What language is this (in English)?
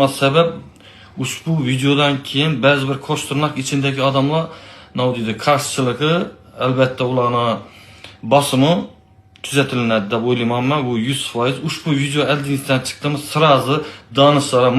Uzbek